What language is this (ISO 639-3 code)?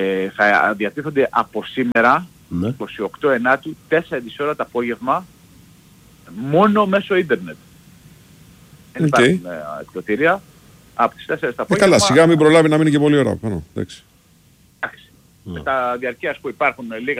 ell